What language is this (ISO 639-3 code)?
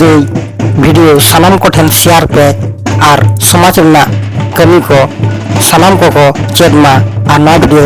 sat